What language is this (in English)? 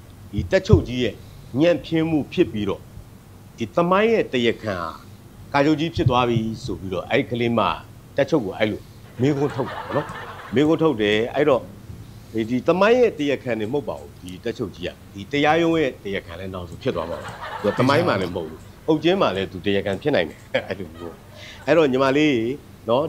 Burmese